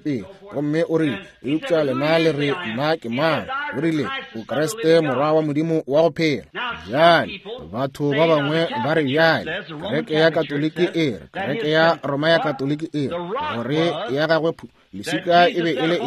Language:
Northern Sotho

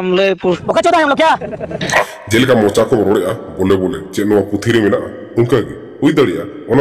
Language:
Santali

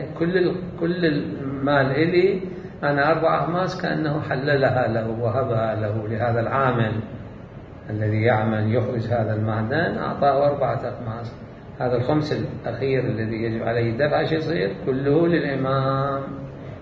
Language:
Mesopotamian Arabic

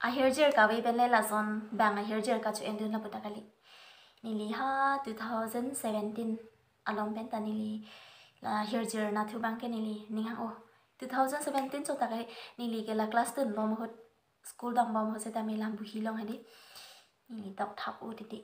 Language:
Karbi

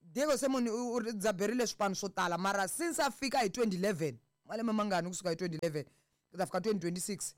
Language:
Tsonga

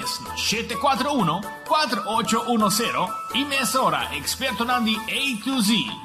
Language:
Papiamento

